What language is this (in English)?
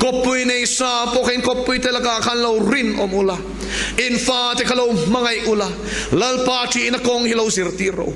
Mizo